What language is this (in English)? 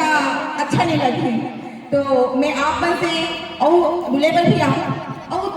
Chhattisgarhi